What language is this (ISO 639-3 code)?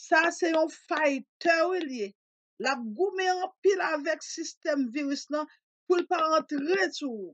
hat